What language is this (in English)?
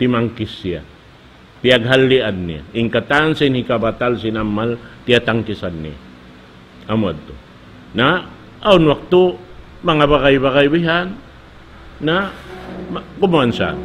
Tausug